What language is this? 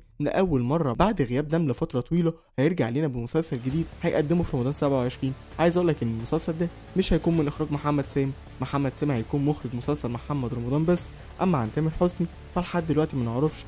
Egyptian Arabic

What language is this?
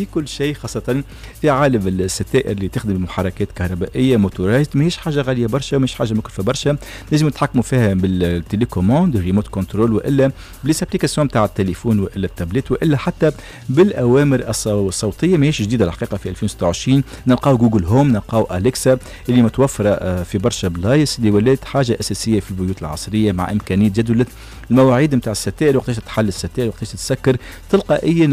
Tunisian Arabic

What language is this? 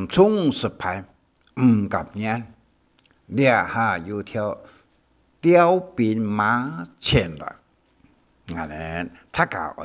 Hakka Chinese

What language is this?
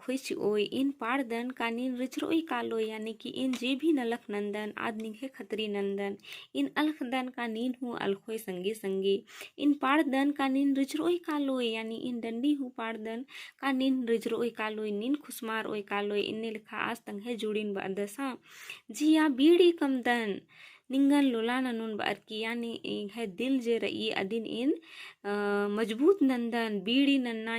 Kurukh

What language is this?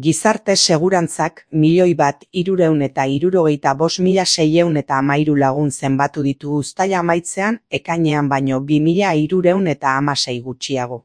Basque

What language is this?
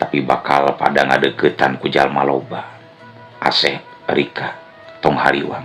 Sundanese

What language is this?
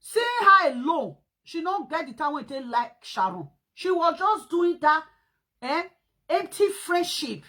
Nigerian Pidgin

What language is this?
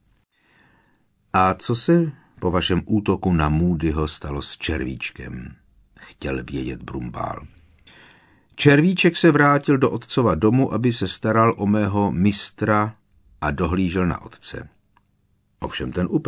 Czech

